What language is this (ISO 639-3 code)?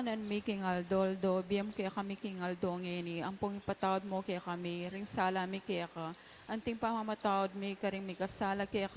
pam